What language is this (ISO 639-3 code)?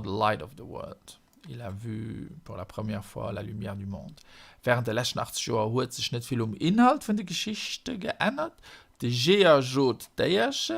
ltz